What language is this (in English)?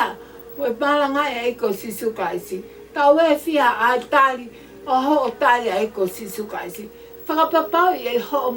Tongan